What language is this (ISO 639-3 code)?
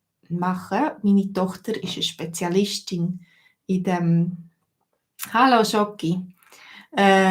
gsw